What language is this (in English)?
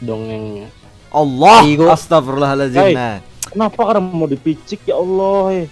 Banjar